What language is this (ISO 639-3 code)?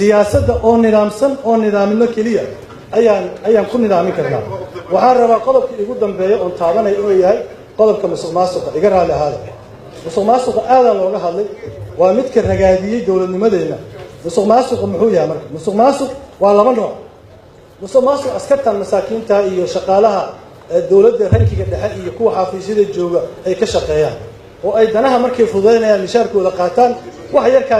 som